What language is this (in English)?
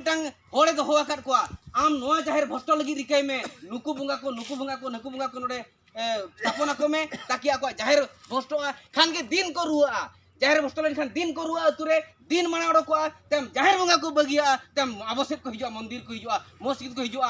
Santali